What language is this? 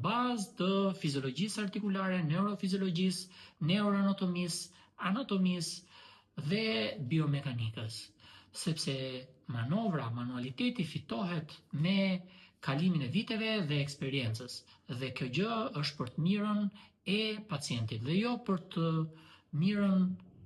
Albanian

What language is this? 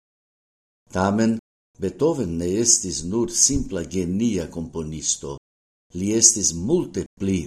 Esperanto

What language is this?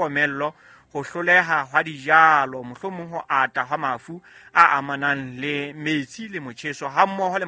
Southern Sotho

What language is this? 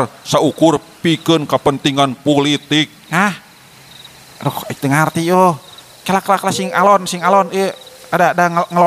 Sundanese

